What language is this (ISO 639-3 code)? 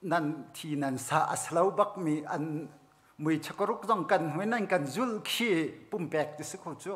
cnh